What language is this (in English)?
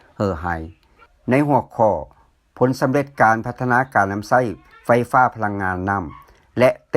Lao